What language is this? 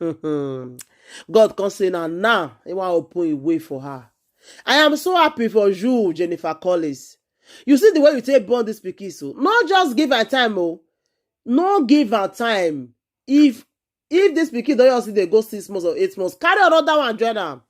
Nigerian Pidgin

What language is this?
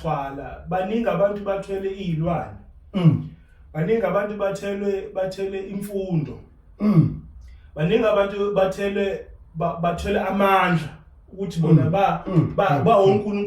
Zulu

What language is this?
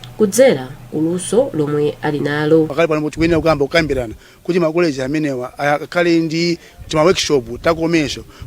Nyanja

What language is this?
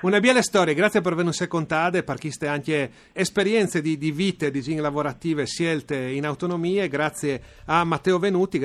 Friulian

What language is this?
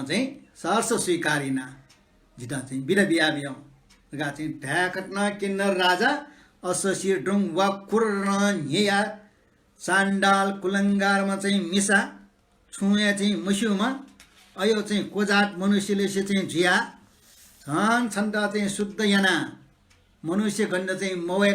Newari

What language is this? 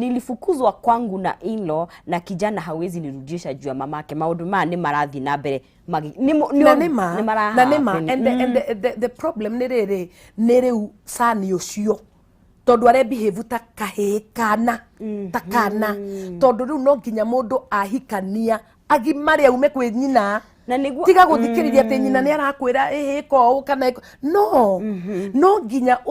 Kikuyu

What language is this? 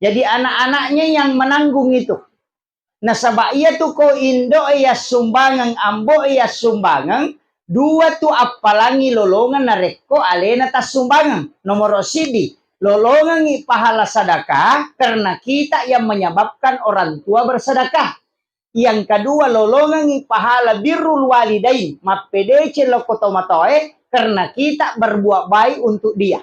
Buginese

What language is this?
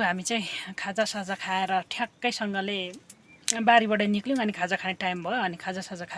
Nepali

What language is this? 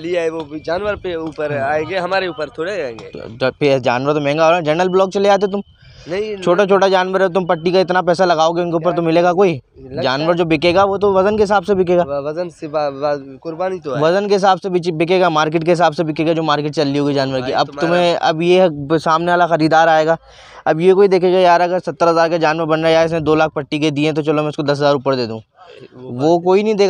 Hindi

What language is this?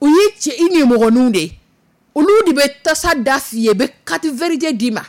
Dyula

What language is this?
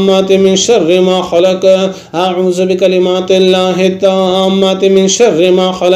Arabic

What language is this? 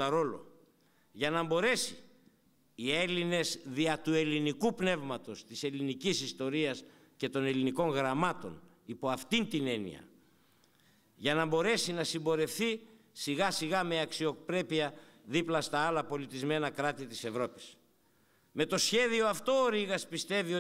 Greek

